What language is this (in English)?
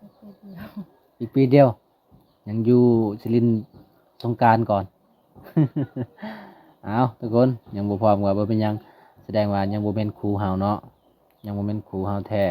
Lao